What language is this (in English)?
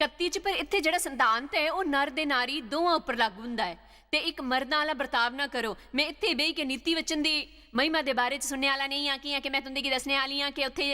Dogri